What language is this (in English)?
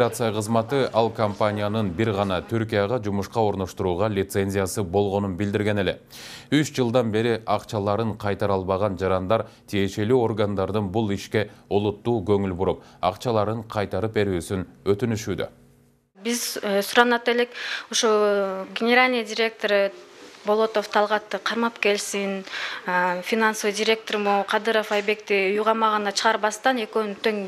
Kyrgyz